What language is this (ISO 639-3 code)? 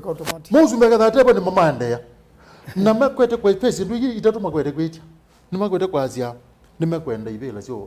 kam